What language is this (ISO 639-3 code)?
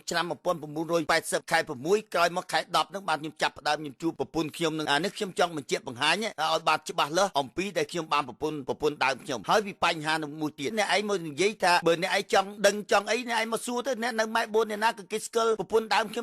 khm